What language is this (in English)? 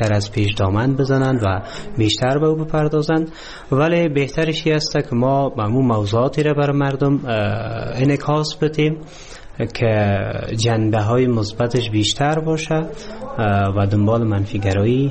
Persian